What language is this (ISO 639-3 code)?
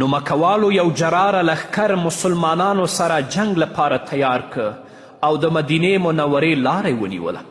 pus